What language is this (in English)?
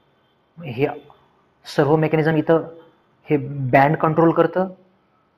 Marathi